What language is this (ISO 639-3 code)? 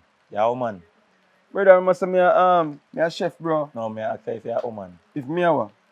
jam